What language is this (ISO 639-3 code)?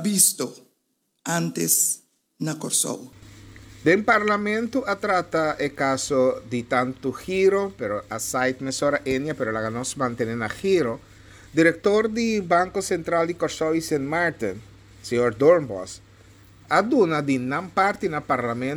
pap